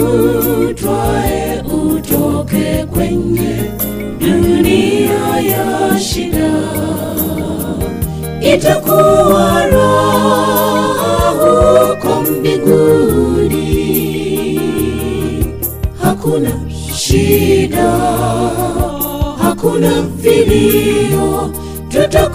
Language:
Swahili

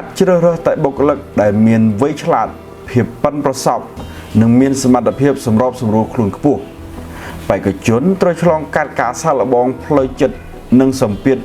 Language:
Khmer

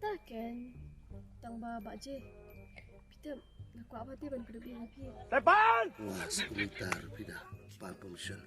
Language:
Khasi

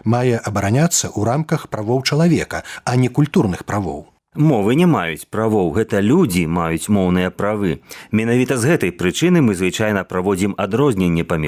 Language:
Belarusian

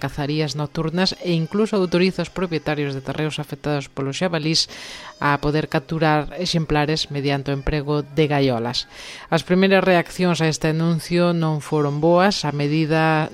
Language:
Galician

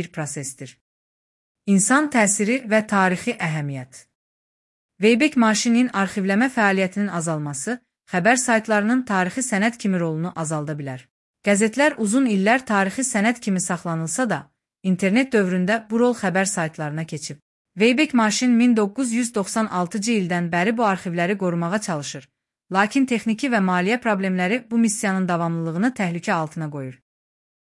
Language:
Azerbaijani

